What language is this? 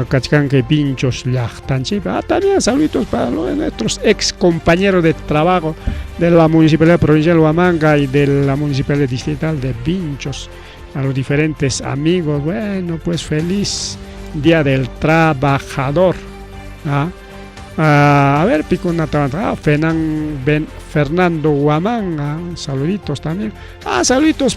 Ayacucho Quechua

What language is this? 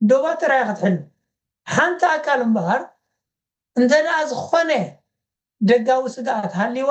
Tigrinya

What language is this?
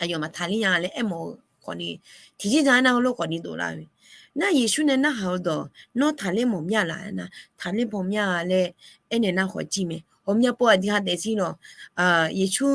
Akha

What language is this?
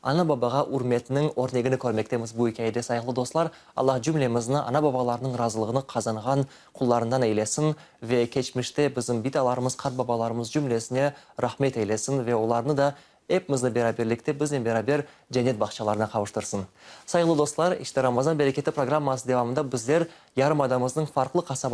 Crimean Tatar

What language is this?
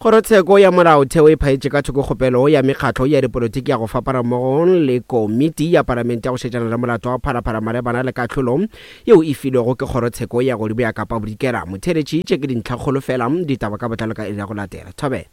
Northern Sotho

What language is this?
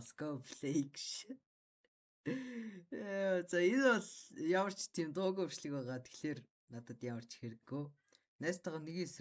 Mongolian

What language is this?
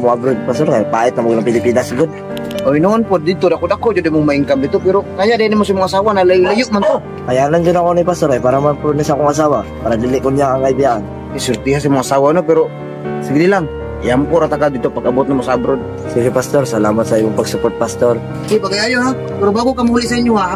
Cebuano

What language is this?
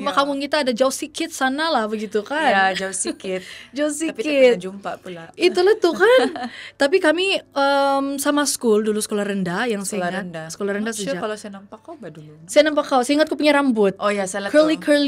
Malay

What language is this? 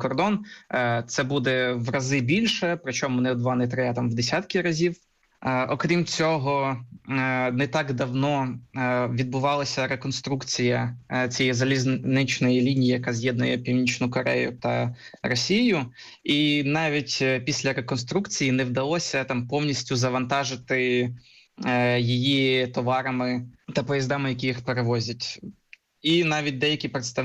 Ukrainian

